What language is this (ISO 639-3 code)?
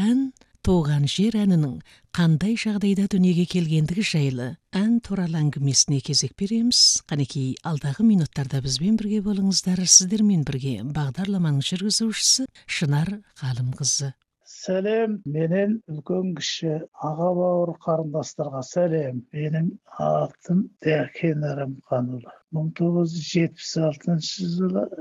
kaz